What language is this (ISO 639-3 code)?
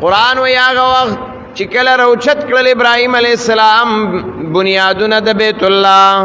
pus